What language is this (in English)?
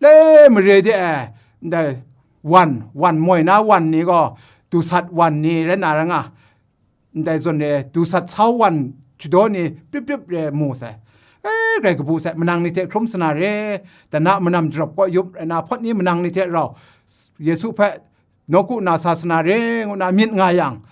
Kachin